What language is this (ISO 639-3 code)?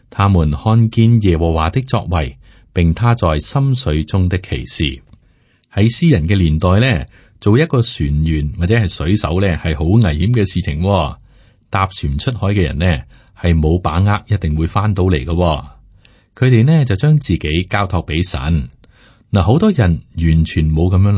yue